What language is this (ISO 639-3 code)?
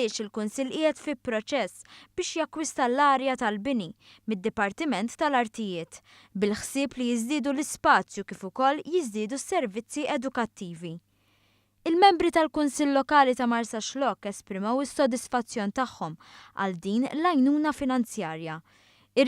mlt